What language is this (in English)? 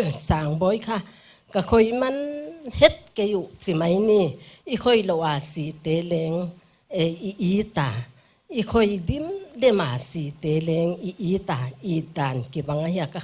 Paite Chin